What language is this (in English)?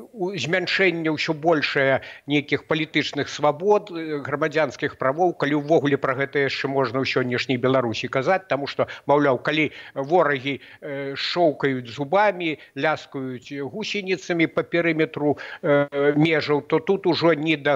Belarusian